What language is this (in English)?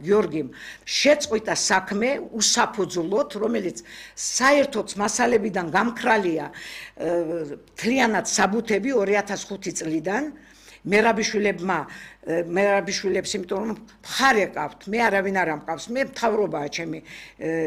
Georgian